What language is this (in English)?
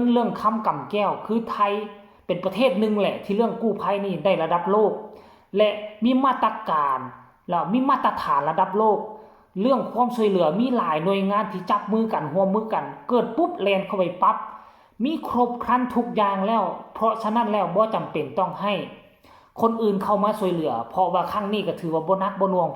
Northeastern Thai